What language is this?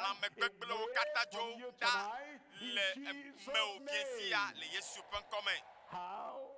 Ewe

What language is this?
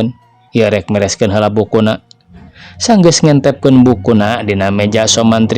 Sundanese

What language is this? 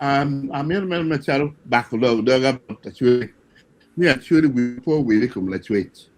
Acoli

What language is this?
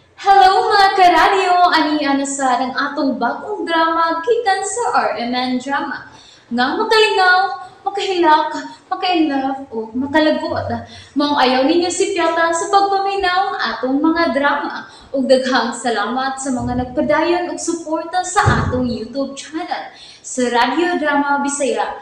Cebuano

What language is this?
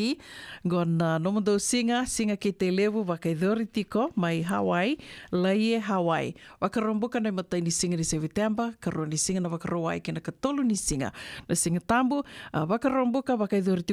Fijian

